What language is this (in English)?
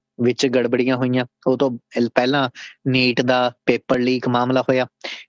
Punjabi